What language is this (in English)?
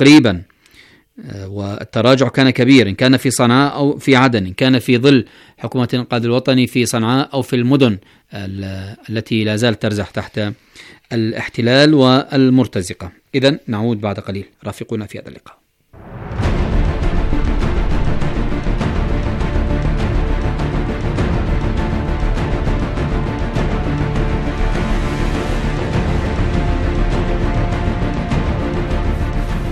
Arabic